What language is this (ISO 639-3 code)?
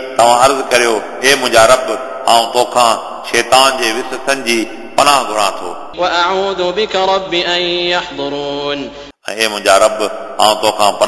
snd